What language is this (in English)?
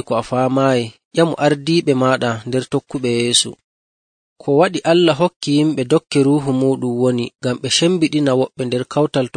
Nigerian Fulfulde